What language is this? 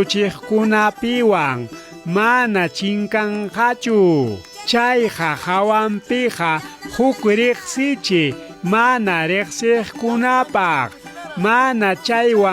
Ayacucho Quechua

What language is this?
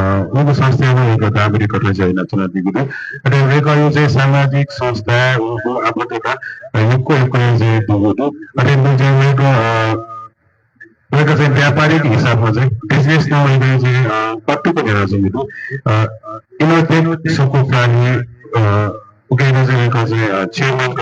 Newari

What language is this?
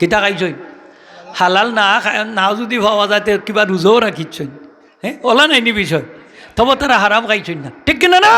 Sylheti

